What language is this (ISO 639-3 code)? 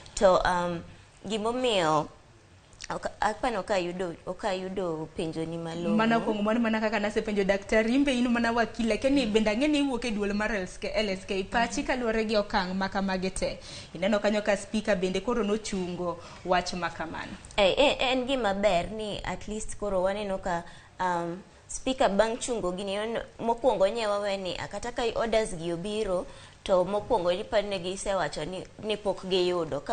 luo